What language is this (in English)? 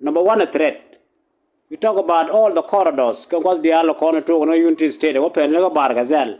Nuer